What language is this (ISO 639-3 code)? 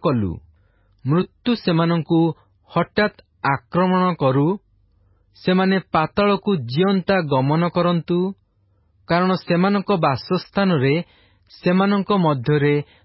ori